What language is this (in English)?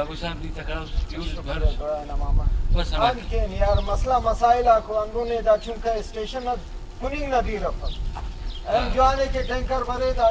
Brahui